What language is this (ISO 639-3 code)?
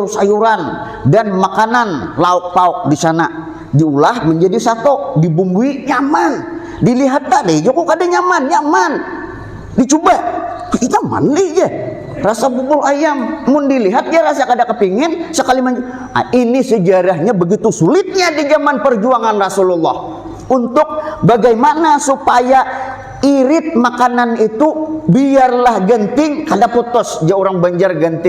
bjn